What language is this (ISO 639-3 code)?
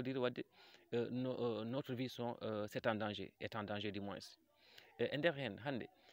ful